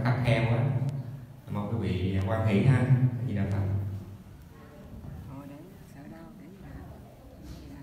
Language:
Vietnamese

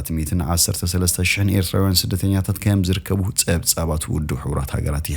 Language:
Tigrinya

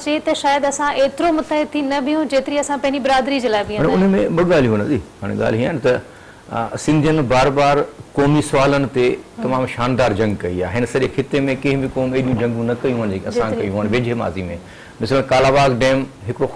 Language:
Sindhi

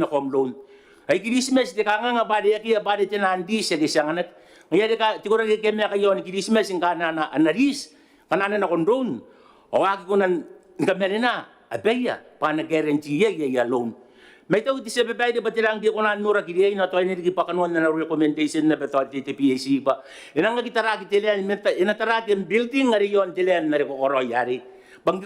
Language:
Gilbertese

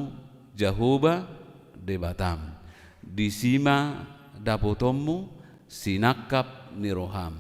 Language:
Batak Toba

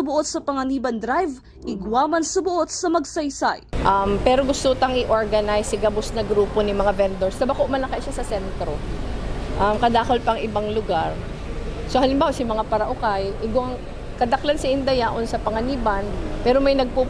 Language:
Bikol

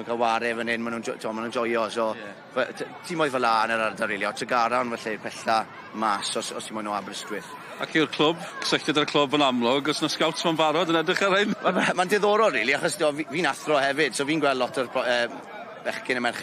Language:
Welsh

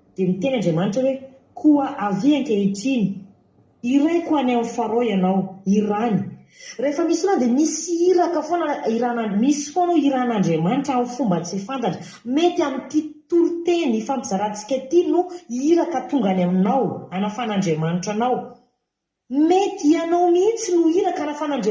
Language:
Malagasy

